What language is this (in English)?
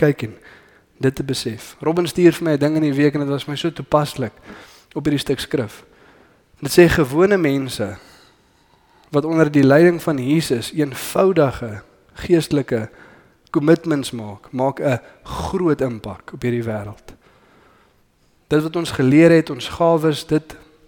Afrikaans